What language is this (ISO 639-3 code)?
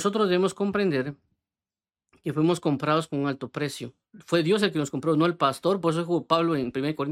spa